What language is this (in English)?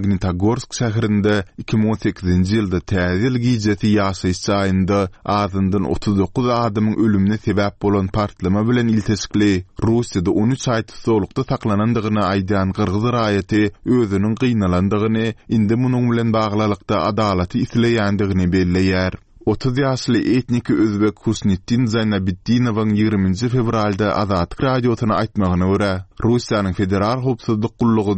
Turkmen